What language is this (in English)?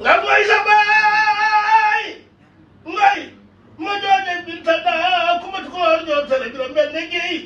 Wolof